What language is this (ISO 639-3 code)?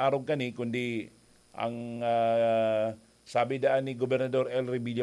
bik